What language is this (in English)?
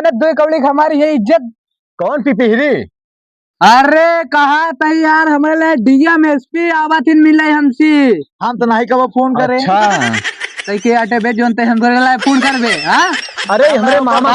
Awadhi